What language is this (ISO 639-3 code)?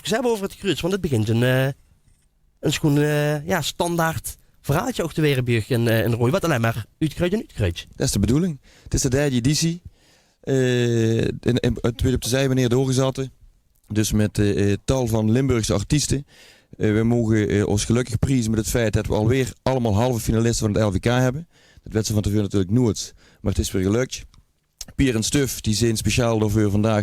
lim